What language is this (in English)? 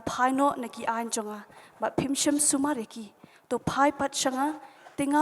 Khasi